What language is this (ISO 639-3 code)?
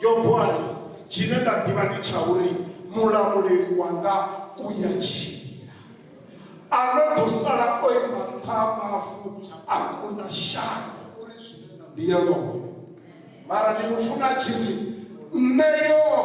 ven